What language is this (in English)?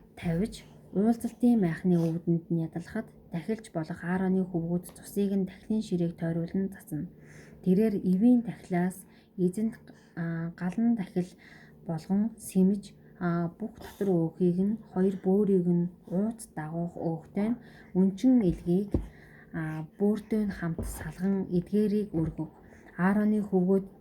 Mongolian